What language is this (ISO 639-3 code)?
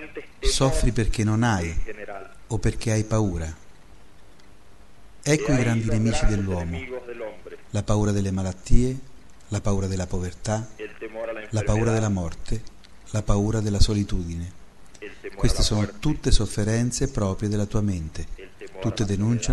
ita